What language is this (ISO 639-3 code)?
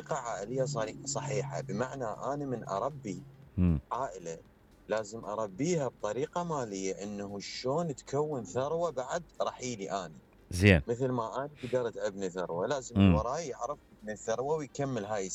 acm